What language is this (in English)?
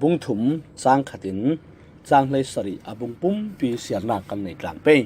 Falam Chin